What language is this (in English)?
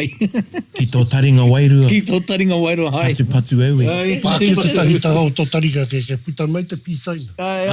Māori